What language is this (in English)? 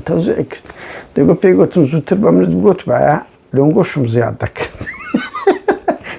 Central Kurdish